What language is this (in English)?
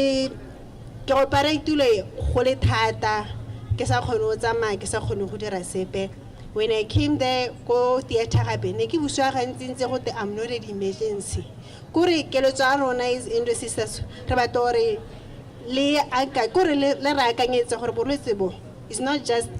Tswana